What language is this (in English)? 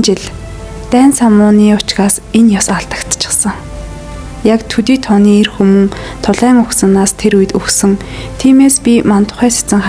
Mongolian